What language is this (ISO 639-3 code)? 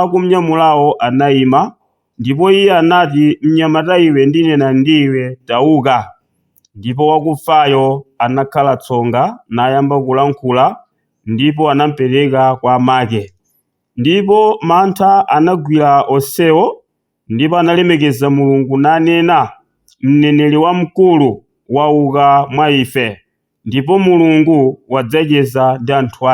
nya